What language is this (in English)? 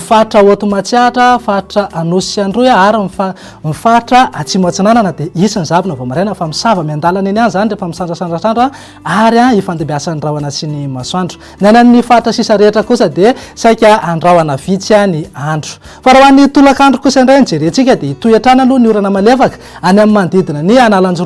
Malagasy